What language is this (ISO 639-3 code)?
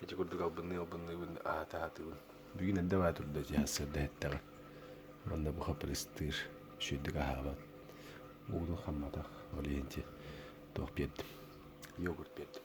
sah